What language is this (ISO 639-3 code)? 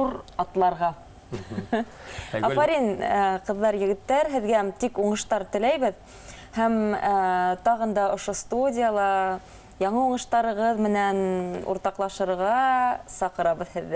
bak